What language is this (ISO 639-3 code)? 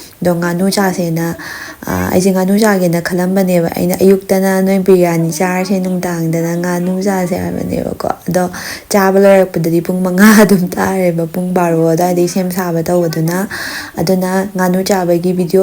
mni